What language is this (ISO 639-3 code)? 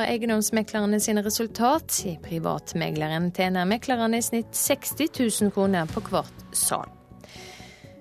nor